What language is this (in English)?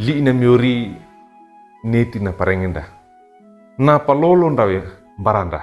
Wejewa